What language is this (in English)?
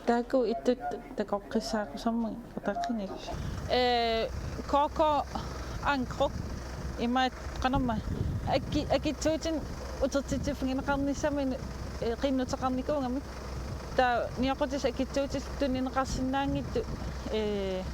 Kalaallisut